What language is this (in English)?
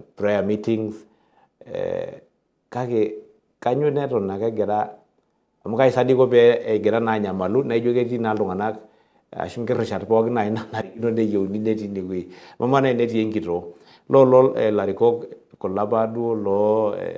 Masai